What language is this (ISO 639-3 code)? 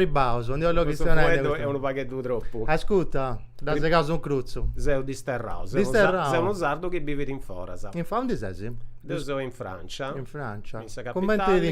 srd